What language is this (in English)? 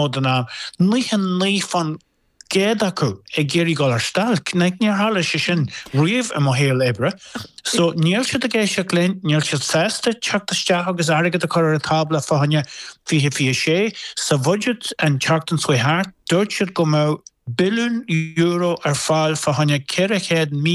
Irish